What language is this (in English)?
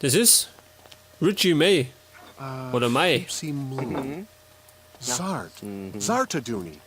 Bavarian